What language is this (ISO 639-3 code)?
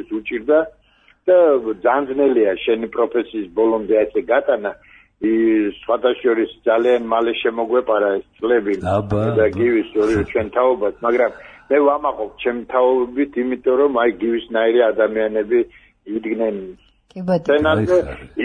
kat